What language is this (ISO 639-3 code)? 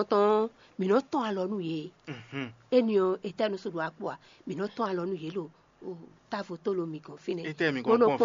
fon